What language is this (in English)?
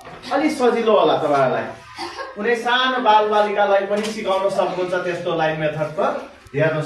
Nepali